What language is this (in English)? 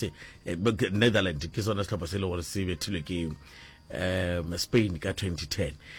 Northern Sotho